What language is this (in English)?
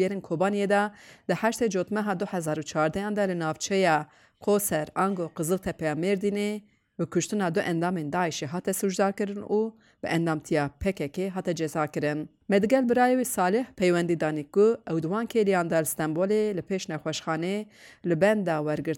Kurdish